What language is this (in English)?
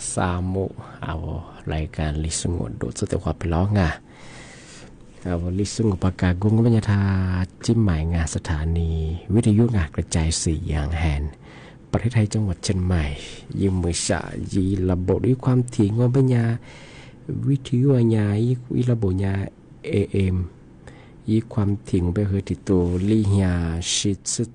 Thai